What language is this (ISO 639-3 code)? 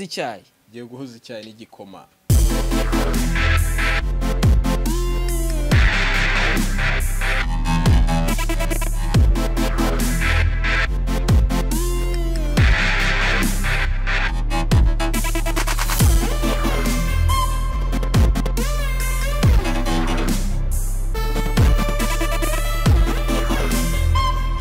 kin